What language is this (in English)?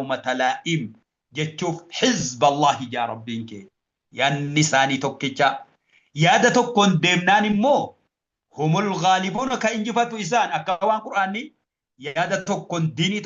Oromo